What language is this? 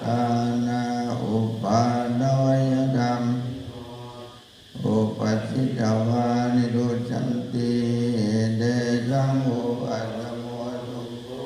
Pali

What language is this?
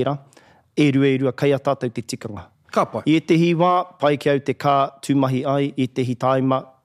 Māori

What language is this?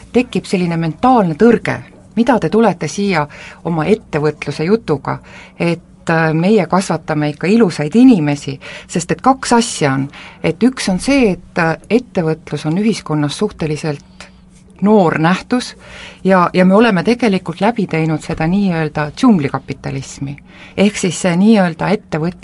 Estonian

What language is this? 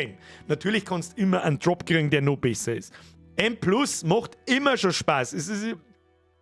Bavarian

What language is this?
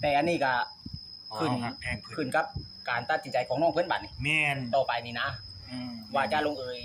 Northeastern Thai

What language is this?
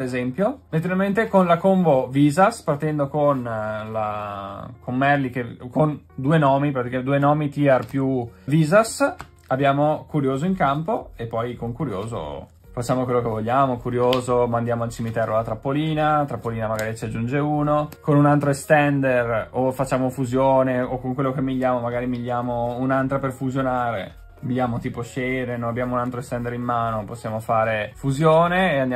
Italian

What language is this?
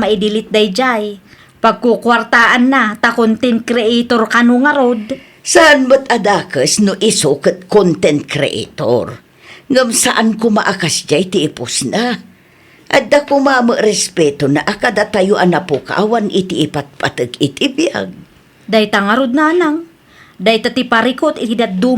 Iloko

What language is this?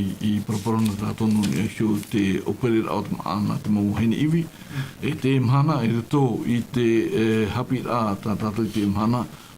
Tahitian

